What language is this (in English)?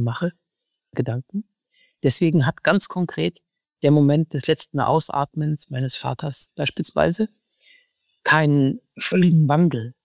German